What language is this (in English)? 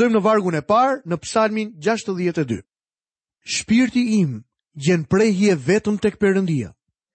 Albanian